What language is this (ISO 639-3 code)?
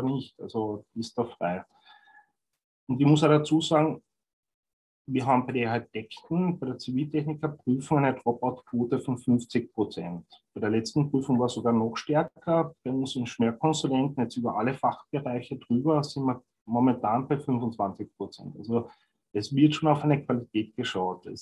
deu